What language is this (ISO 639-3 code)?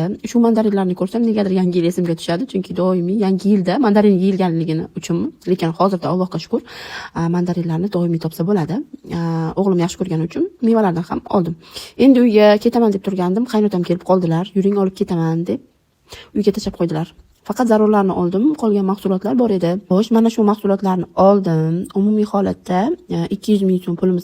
uzb